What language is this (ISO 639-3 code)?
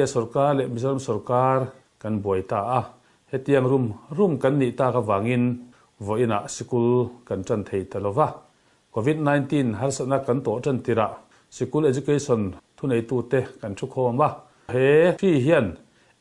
lus